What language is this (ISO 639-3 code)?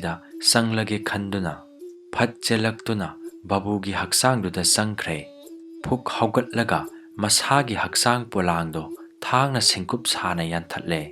mni